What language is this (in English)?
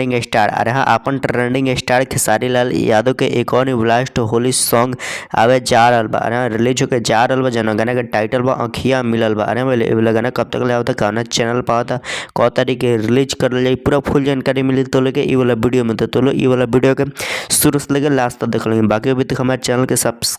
Bhojpuri